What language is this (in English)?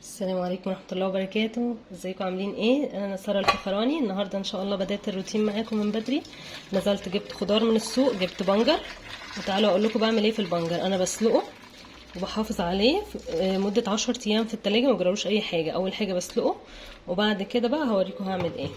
Egyptian Arabic